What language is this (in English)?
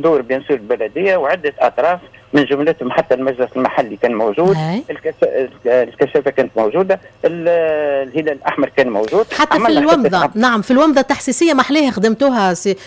Tunisian Arabic